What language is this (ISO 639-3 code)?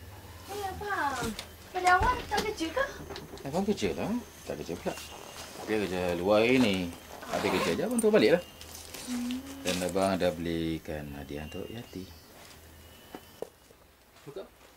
msa